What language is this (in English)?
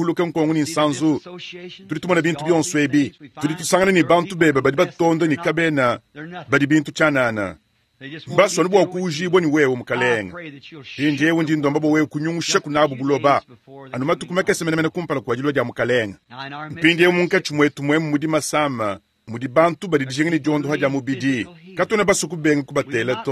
Luba-Lulua